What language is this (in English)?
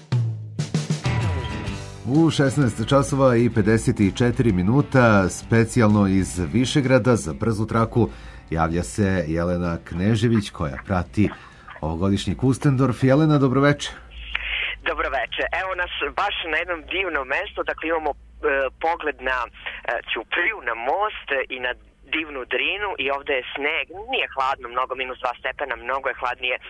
Serbian